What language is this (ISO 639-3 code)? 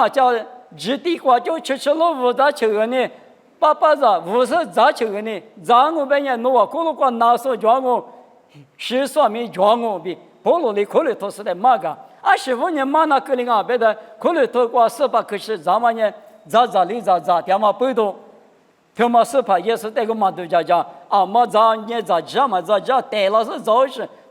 lis